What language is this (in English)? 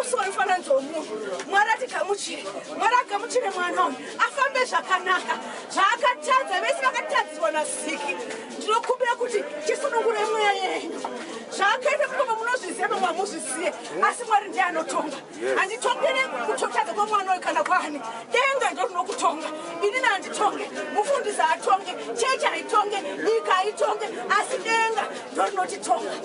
Shona